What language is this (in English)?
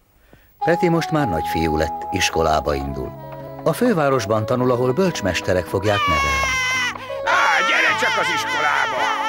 Hungarian